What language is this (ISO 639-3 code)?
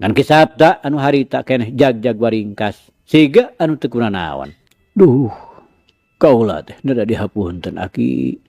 sun